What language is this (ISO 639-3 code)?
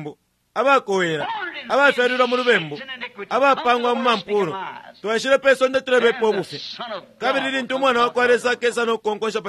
bem